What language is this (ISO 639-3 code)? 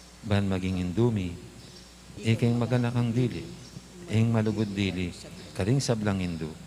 pam